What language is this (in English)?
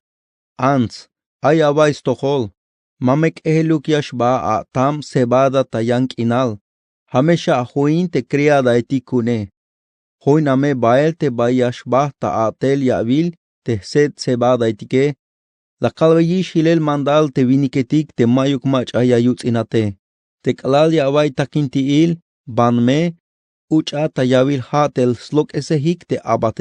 Tzeltal